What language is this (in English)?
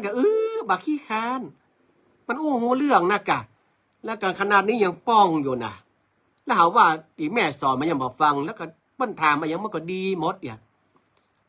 Northern Thai